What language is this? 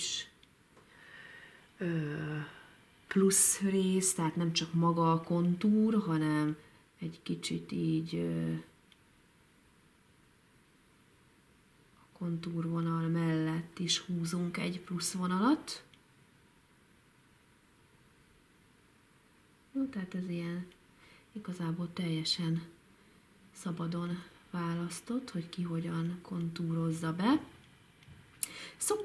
Hungarian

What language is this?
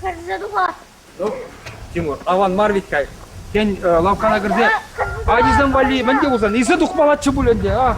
Chuvash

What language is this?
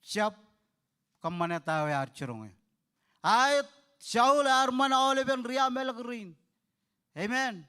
Marshallese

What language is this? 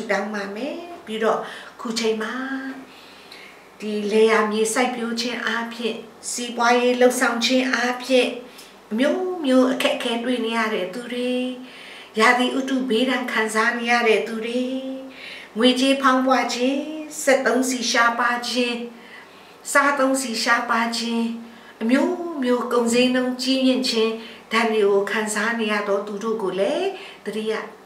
Burmese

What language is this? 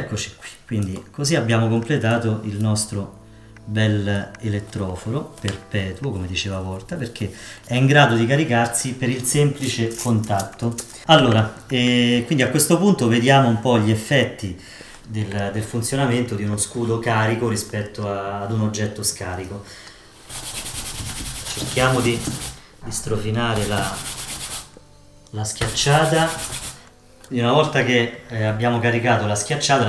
Italian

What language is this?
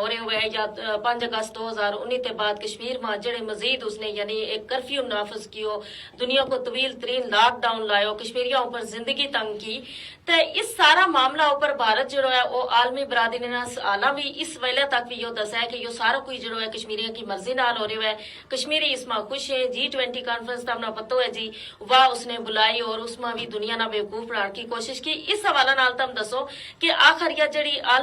Gujari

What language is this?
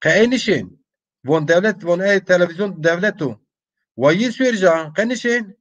Zaza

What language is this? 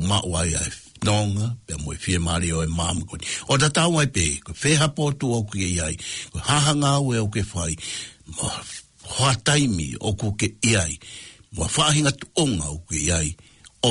Tongan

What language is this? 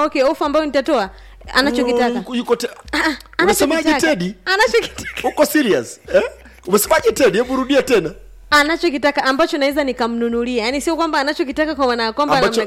Swahili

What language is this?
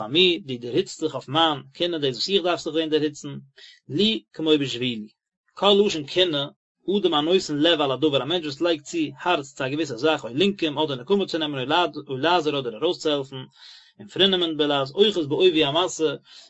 Yiddish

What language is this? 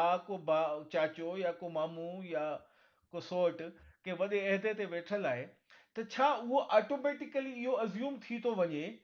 Sindhi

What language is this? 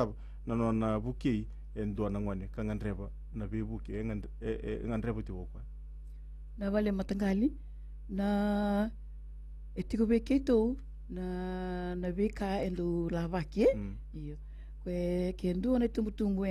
Fijian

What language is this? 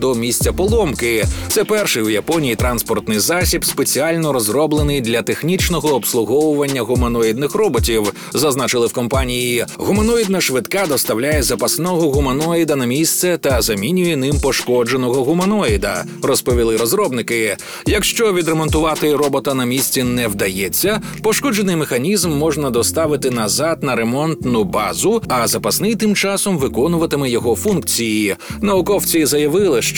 Ukrainian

